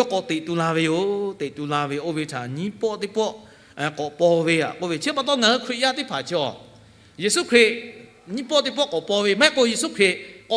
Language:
Lahu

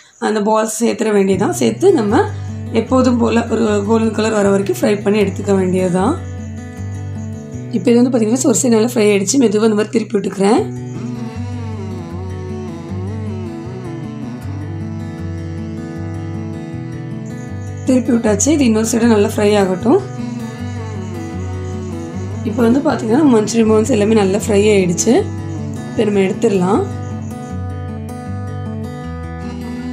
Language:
Tamil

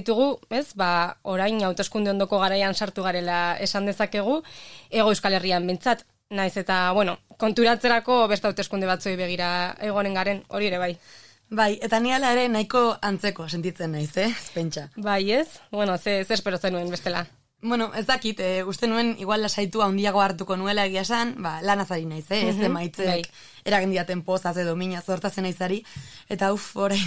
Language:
Basque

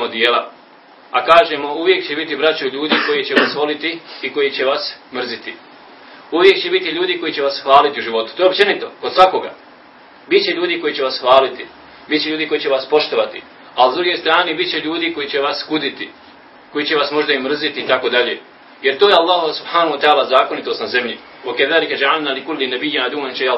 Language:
Bosnian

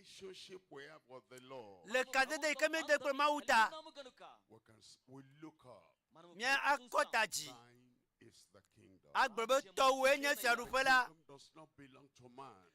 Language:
Ewe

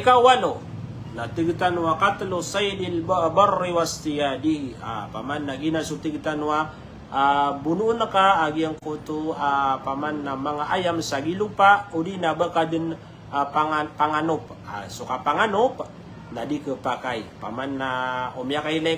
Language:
Maranao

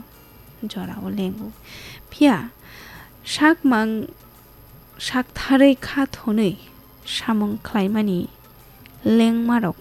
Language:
Kok Borok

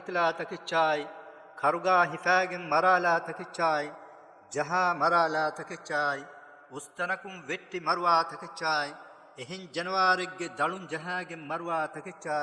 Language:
Divehi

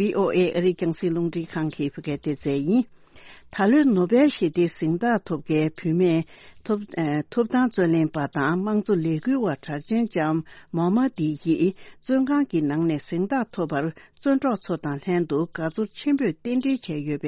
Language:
Tibetan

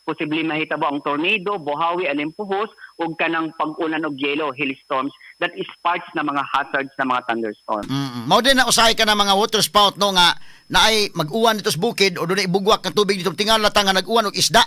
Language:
Cebuano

